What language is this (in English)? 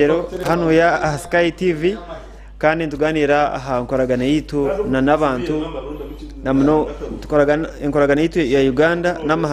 Nyankole